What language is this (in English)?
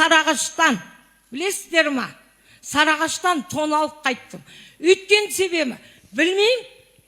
Kazakh